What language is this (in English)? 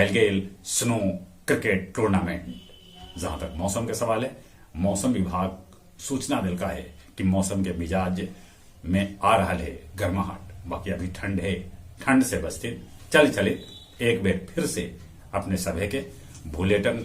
Magahi